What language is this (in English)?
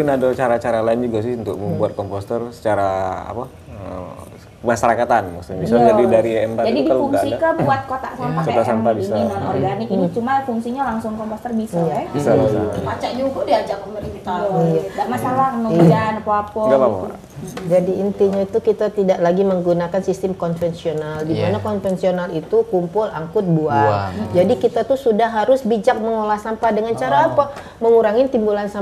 Musi